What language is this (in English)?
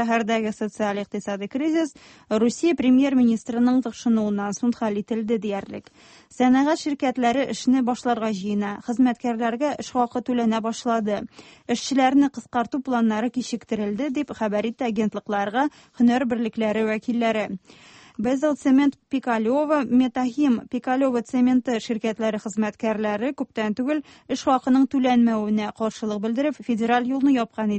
Tatar